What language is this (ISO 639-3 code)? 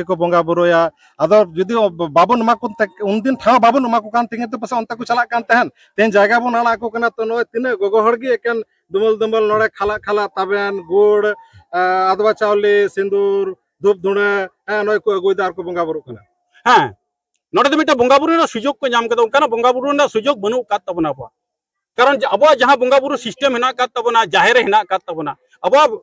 sat